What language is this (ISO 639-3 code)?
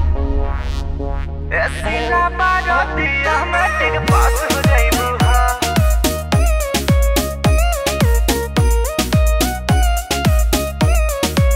bho